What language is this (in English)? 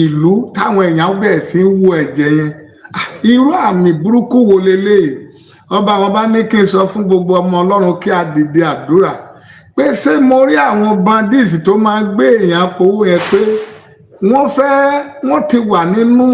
Yoruba